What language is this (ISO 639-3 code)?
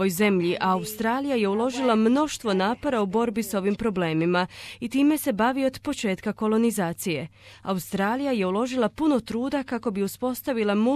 hrv